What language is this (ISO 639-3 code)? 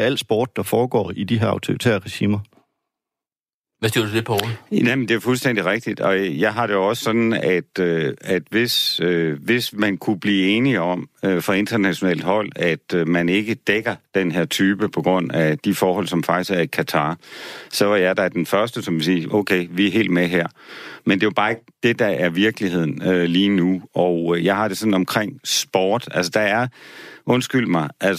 dan